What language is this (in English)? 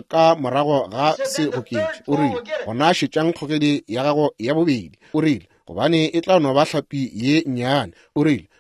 Northern Sotho